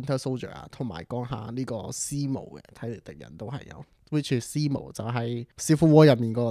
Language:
Cantonese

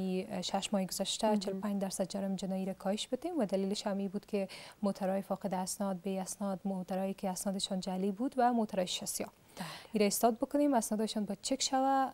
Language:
Persian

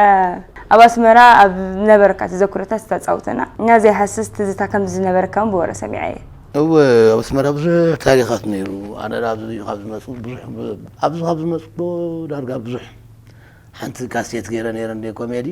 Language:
Tigrinya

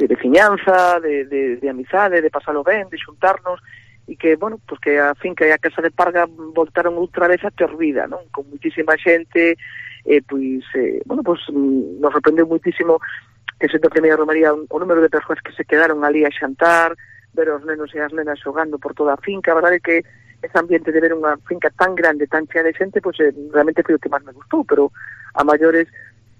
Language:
Galician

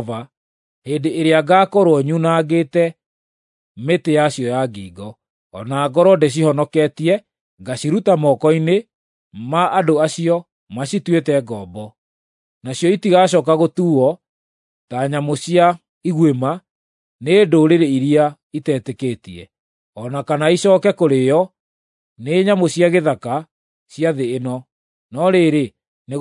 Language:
Kikuyu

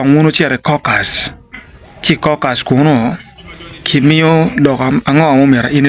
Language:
Acoli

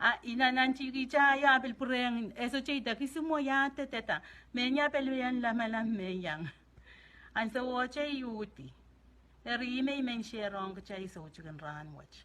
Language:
Pohnpeian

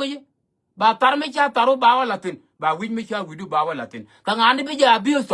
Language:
Nuer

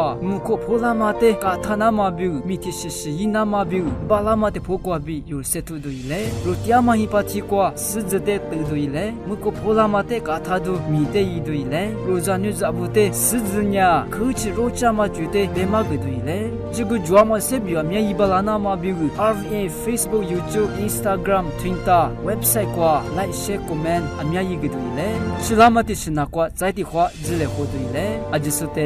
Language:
Lisu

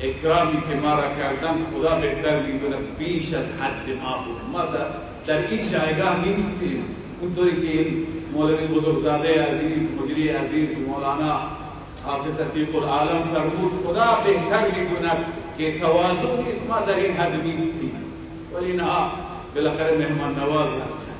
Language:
Persian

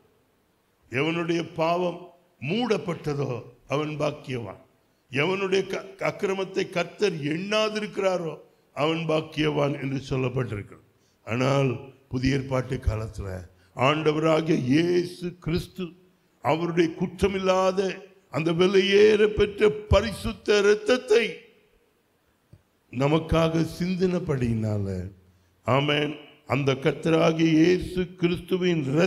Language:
Tamil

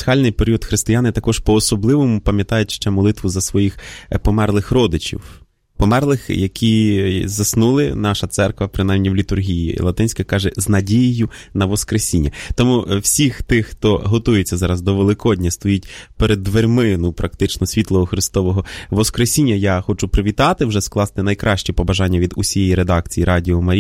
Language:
Ukrainian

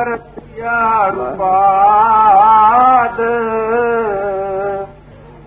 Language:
Urdu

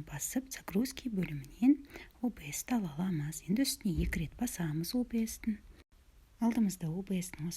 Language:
Kazakh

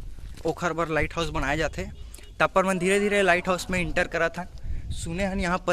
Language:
Chhattisgarhi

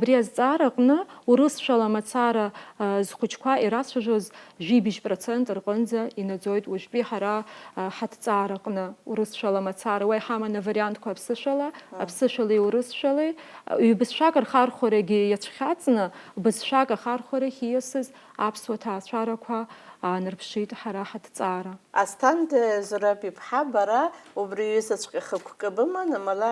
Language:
Abkhazian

